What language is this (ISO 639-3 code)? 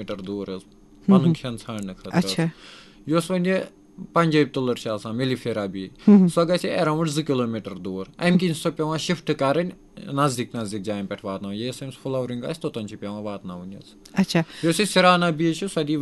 kas